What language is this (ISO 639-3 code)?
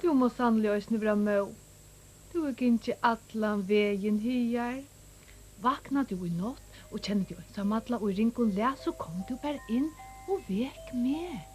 fao